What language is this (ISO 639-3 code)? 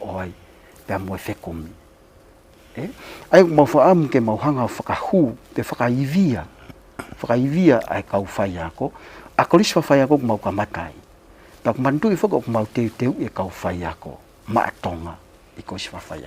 ton